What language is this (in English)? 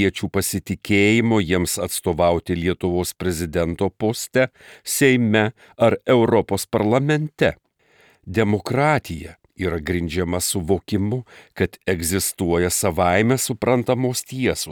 Lithuanian